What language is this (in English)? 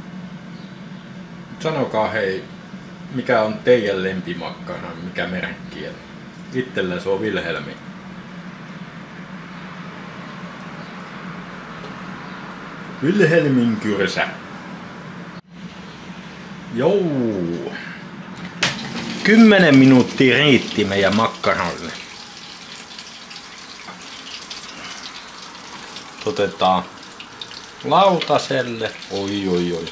Finnish